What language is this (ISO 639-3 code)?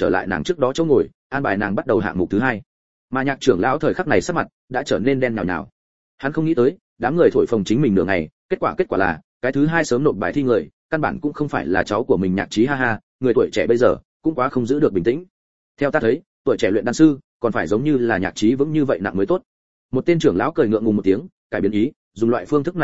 vie